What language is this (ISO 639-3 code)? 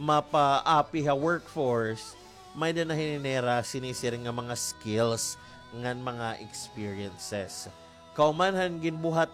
war